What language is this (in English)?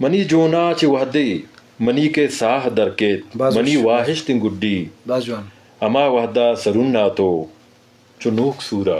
Eastern Balochi